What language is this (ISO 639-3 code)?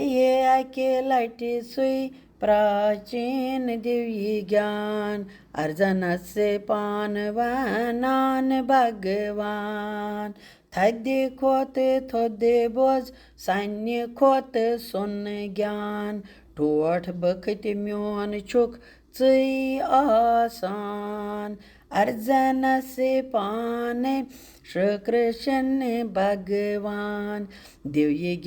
kas